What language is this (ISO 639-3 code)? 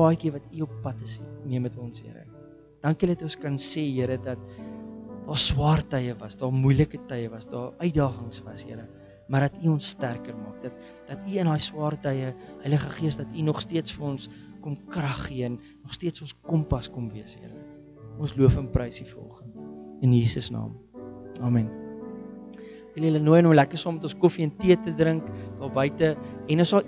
afr